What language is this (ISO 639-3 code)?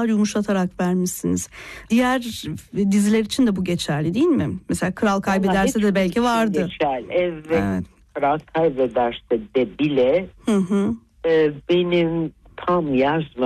tur